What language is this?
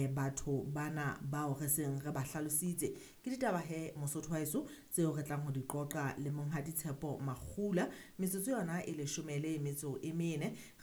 Southern Sotho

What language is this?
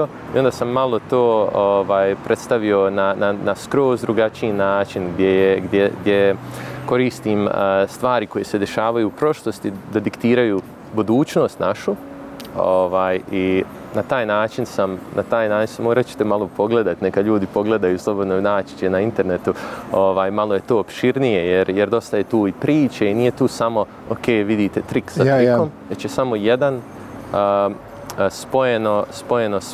Bosnian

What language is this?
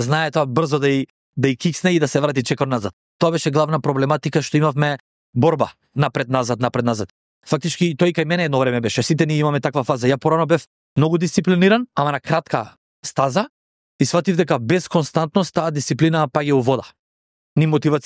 Macedonian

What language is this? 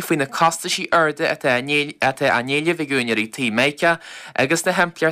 Irish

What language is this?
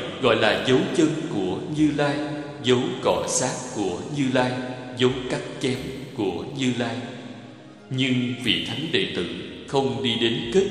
Vietnamese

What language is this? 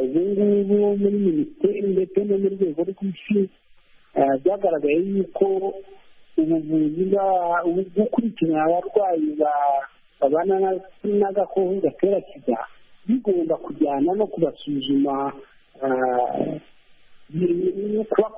Kinyarwanda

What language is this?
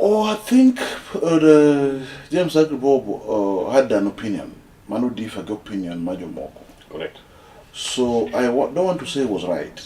Luo (Kenya and Tanzania)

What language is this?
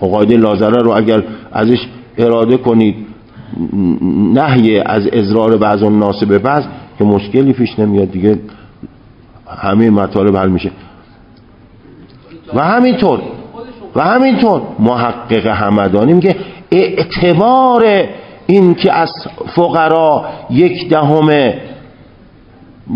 Persian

